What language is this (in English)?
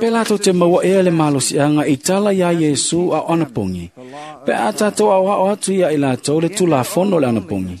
Samoan